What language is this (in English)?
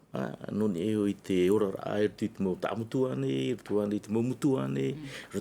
Tahitian